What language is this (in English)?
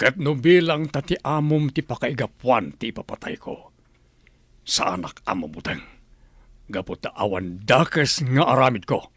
Iloko